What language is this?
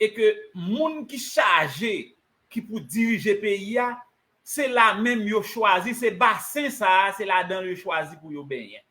Haitian Creole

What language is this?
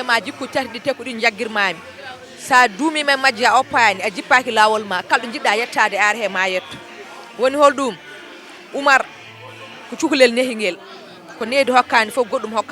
Fula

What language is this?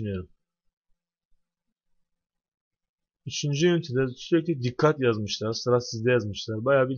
Turkish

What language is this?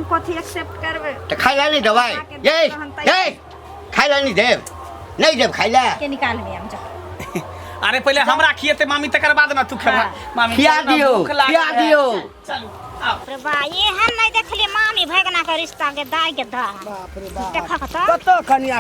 Maithili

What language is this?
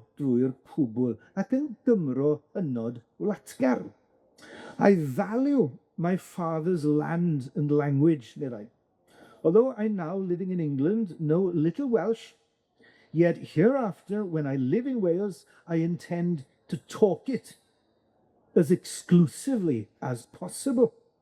Welsh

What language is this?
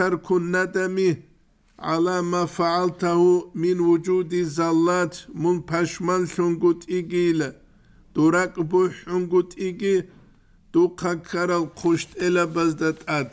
Avaric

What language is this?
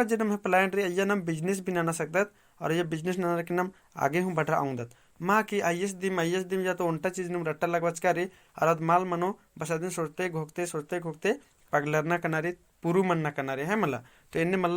Kurukh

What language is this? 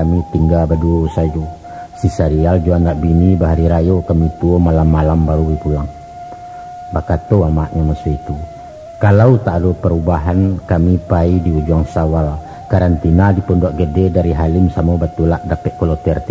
Minangkabau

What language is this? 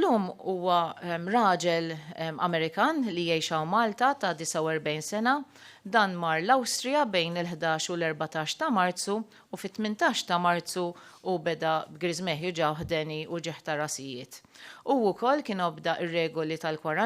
Maltese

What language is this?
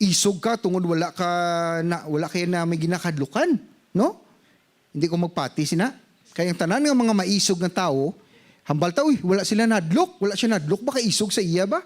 Hiligaynon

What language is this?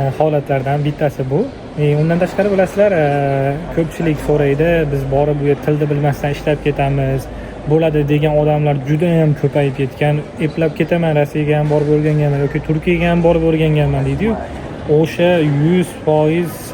Uzbek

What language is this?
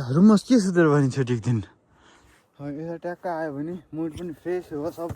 Nepali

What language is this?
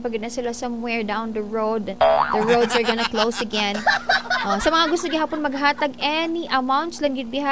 Cebuano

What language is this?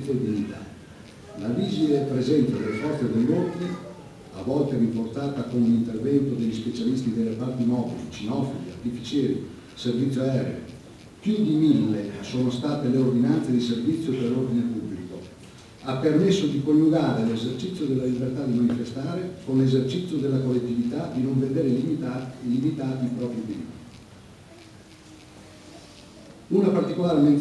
Italian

